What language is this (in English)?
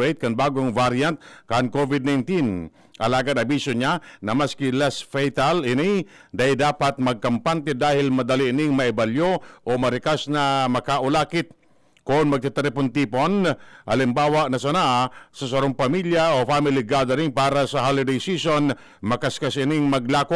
Bikol